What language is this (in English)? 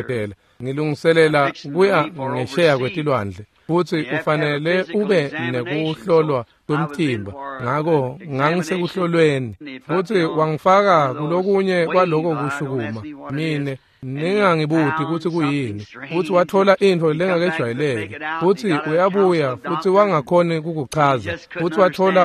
Swati